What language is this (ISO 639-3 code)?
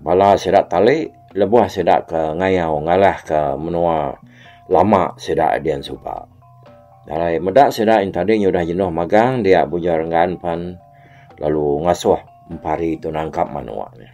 iba